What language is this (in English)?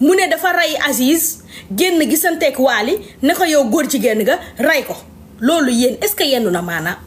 Wolof